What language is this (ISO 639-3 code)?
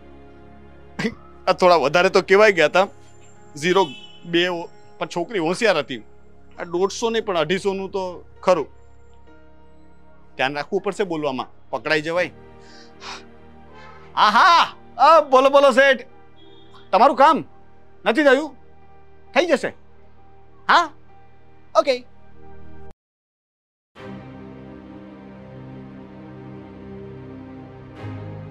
guj